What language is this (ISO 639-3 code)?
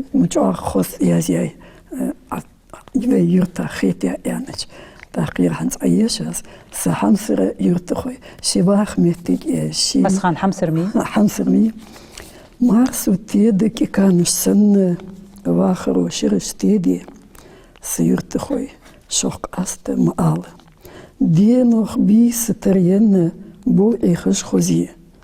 inh